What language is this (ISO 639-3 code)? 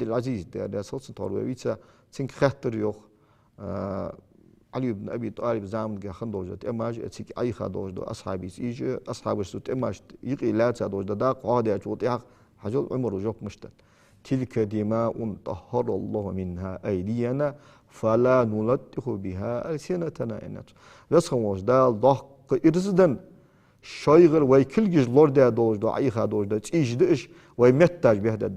inh